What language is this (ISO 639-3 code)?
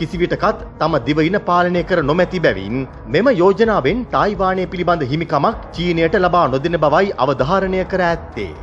sin